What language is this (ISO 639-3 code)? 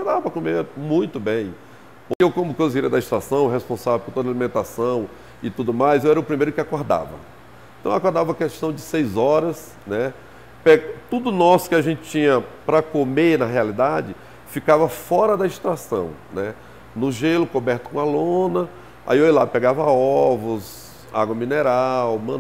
por